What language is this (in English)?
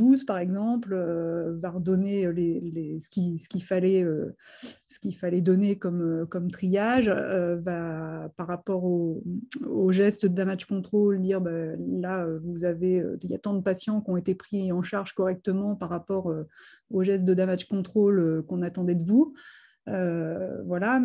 French